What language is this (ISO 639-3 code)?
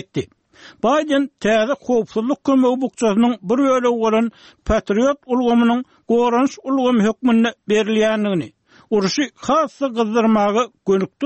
tuk